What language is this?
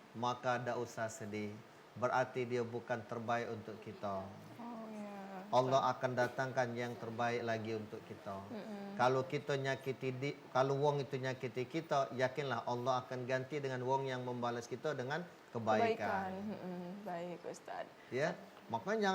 Musi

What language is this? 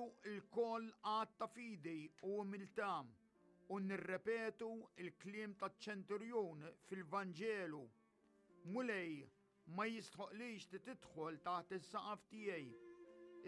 Maltese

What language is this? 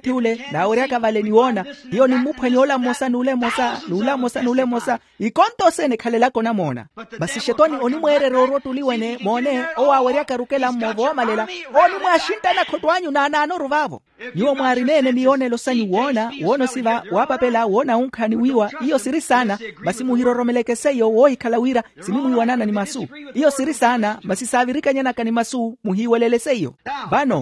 Makhuwa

